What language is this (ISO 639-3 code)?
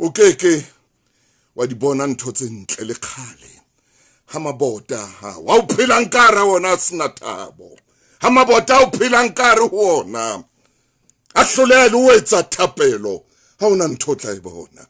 sot